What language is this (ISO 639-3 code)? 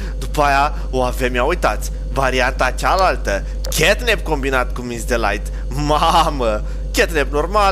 ron